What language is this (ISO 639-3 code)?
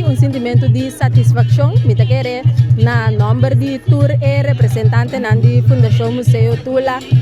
pap